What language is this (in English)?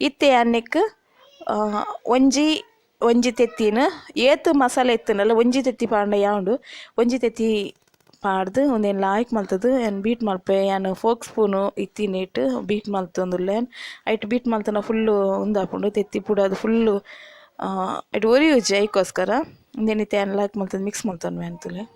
Tulu